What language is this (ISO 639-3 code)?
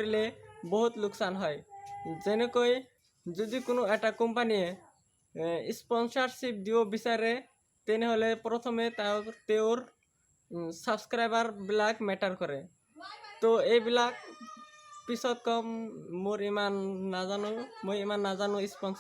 asm